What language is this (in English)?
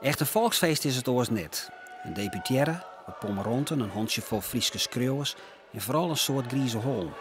Western Frisian